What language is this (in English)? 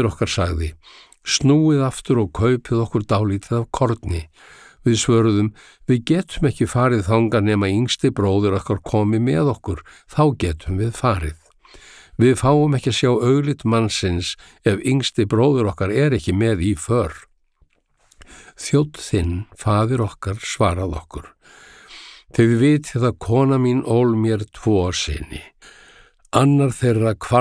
Icelandic